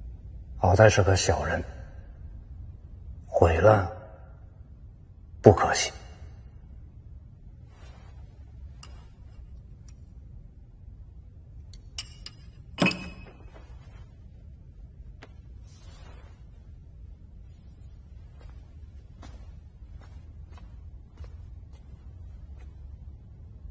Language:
Chinese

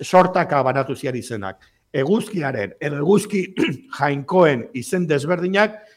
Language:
Basque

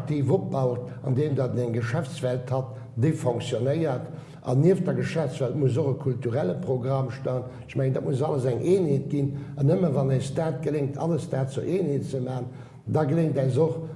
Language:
Luxembourgish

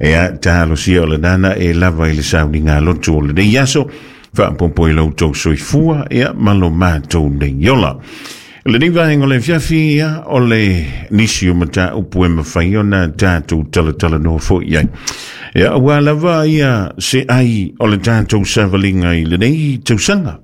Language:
Samoan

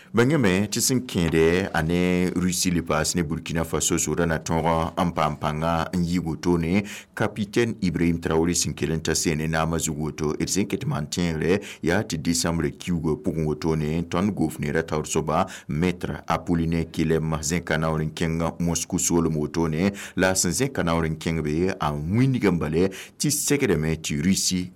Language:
Mossi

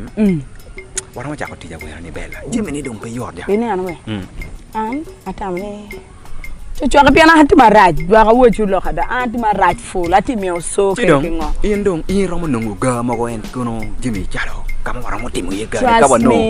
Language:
Acoli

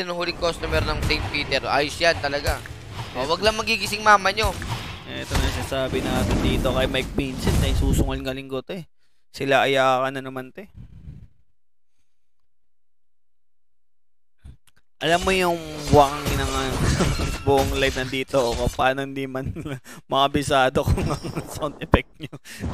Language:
Filipino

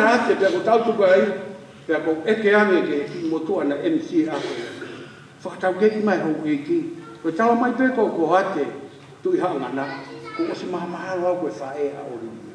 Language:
Tongan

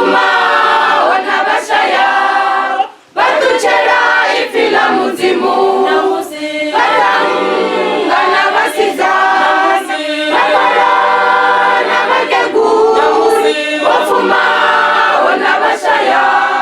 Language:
Venda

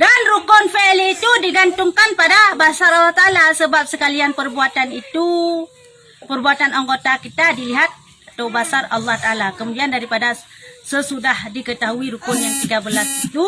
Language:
Achinese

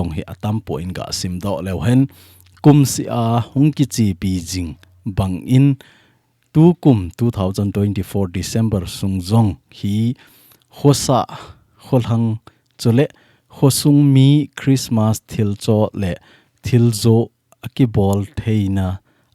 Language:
Thado Chin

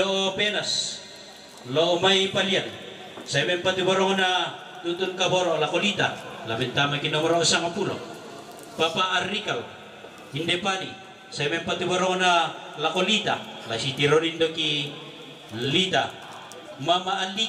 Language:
Toraja-Sa'dan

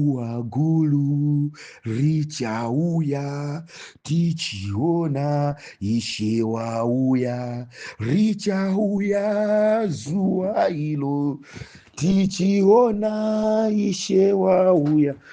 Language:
Nyanja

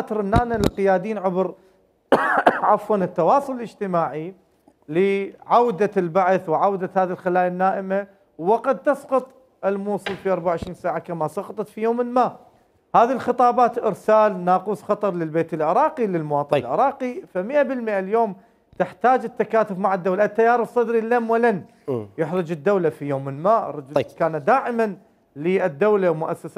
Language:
Mesopotamian Arabic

